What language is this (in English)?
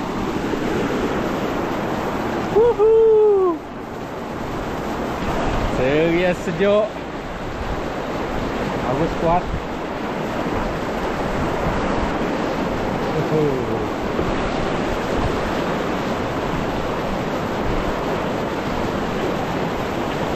Malay